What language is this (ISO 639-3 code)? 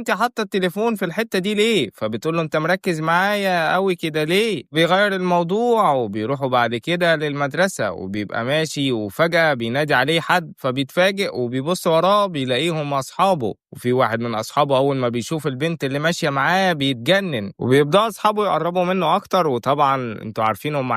arz